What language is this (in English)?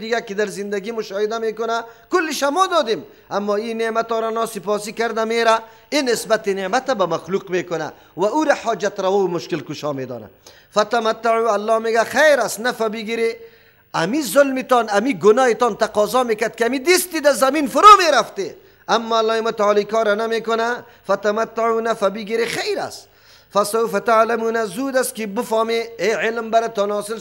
Persian